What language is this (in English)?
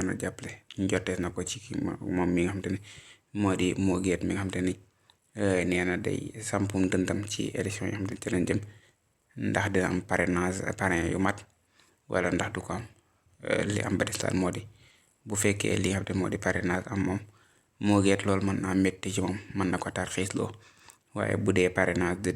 Wolof